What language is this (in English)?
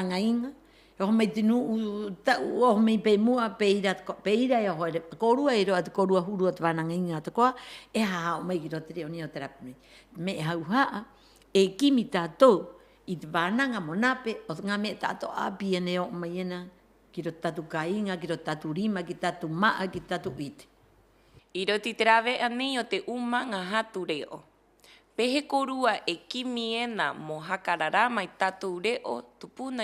Rapanui